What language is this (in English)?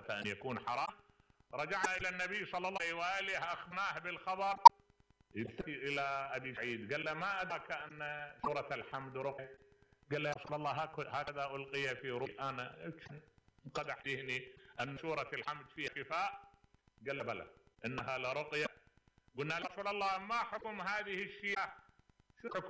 Mesopotamian Arabic